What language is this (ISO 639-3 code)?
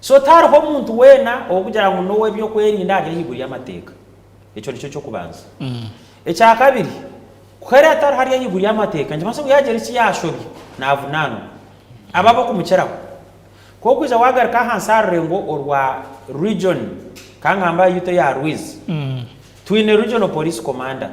nyn